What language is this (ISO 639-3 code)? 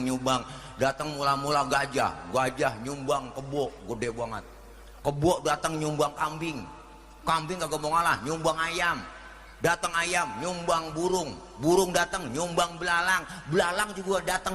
bew